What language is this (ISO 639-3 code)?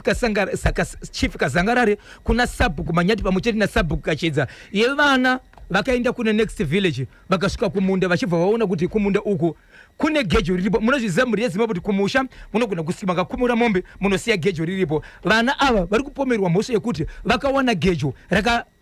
sna